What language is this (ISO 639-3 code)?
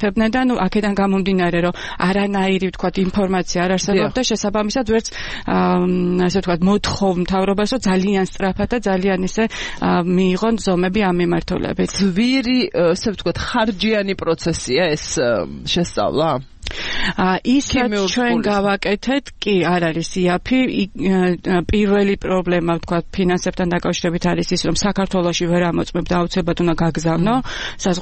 kat